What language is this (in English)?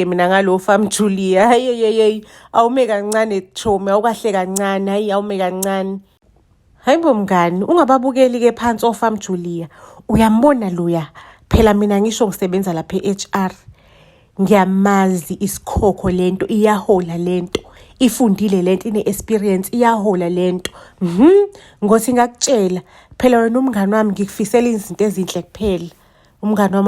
Zulu